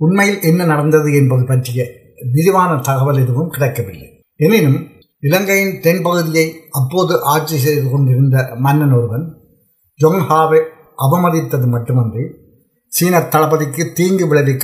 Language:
Tamil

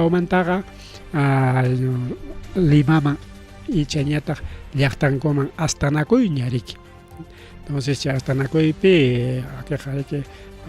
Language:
Ayacucho Quechua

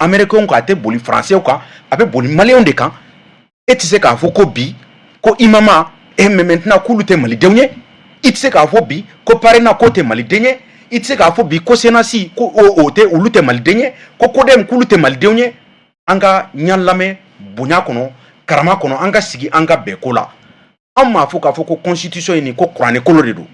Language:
Bambara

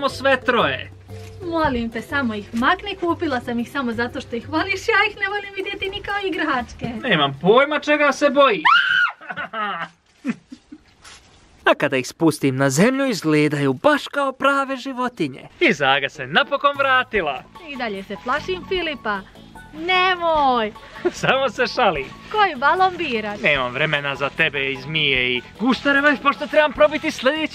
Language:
Croatian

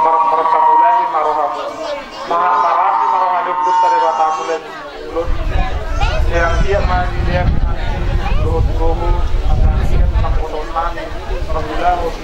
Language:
Batak Toba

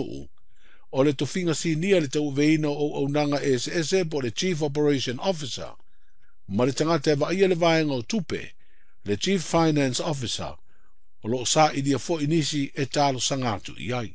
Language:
Samoan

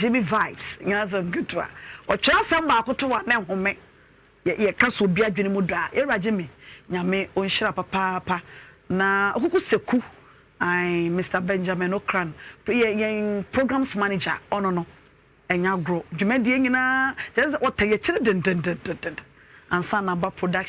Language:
Akan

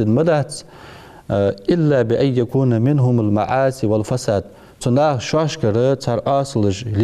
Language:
Ingush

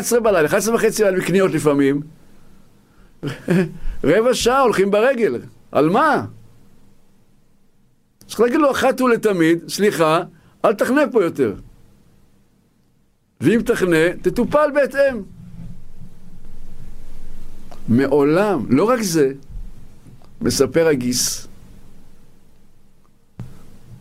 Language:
Hebrew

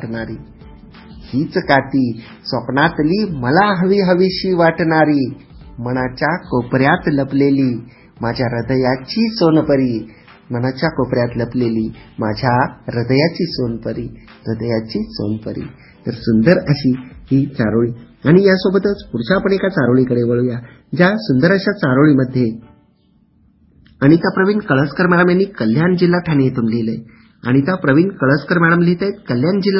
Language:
Marathi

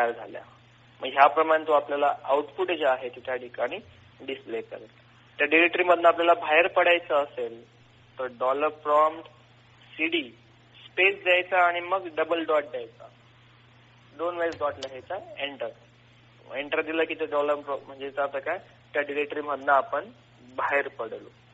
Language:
Marathi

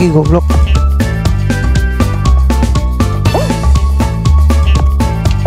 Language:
Indonesian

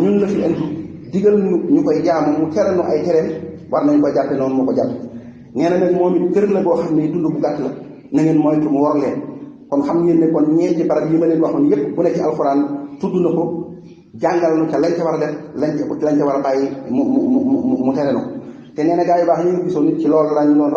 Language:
Wolof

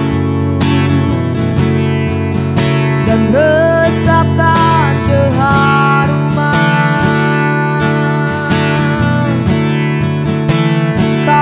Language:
Indonesian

